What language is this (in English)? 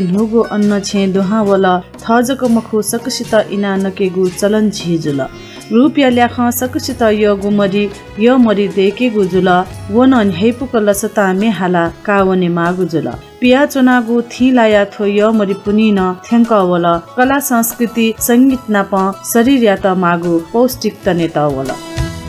Newari